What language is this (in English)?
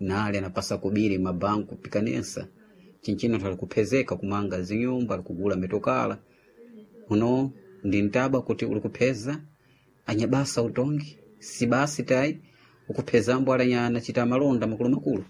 Sena